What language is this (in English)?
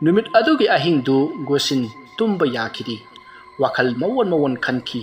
Manipuri